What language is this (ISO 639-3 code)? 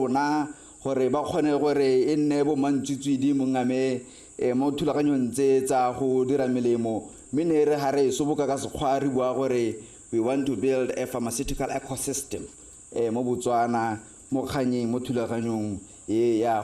tsn